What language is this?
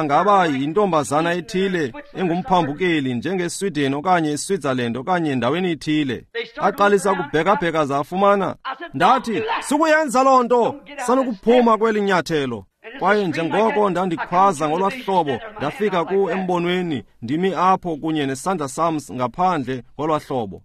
Xhosa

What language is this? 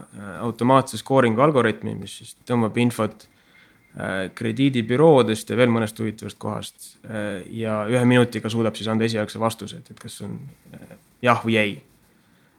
Estonian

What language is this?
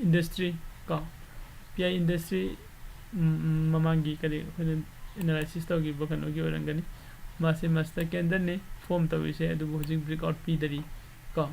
Manipuri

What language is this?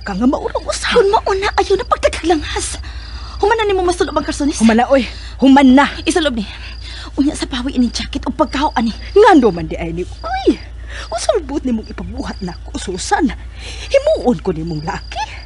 Cebuano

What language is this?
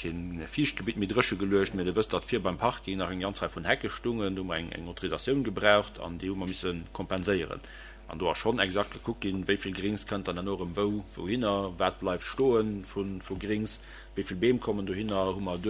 Luxembourgish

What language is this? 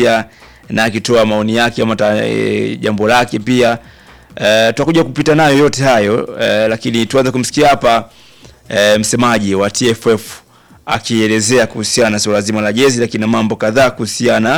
Swahili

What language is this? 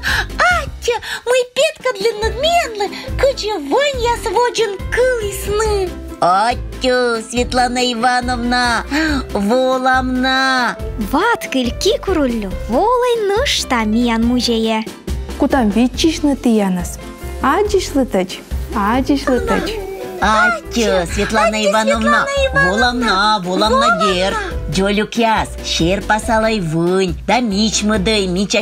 Komi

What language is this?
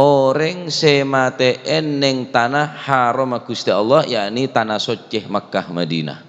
Madurese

